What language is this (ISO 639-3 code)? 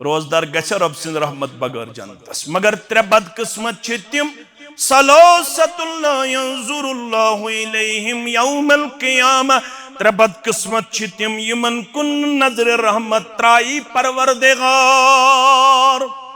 kas